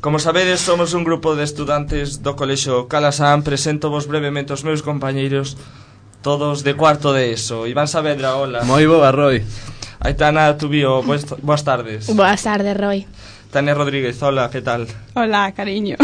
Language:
Galician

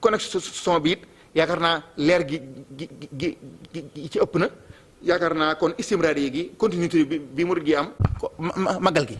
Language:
Wolof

